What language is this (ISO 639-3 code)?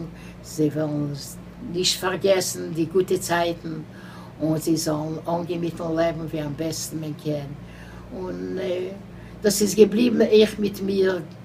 yid